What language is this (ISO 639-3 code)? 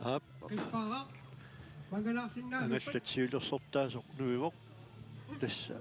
kal